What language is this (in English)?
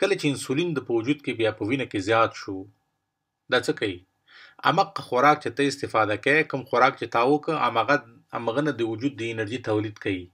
Pashto